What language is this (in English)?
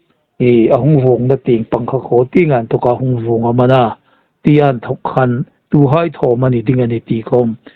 Hmar